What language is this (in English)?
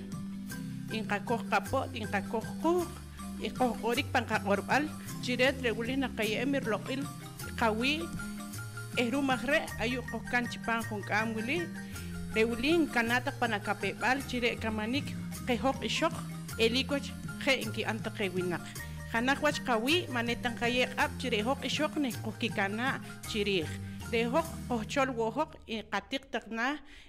Poqomchi'